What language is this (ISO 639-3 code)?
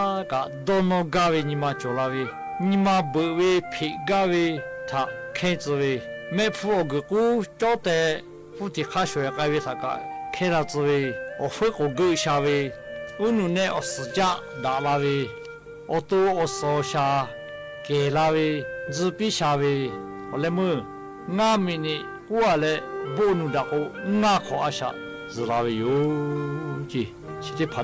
lhu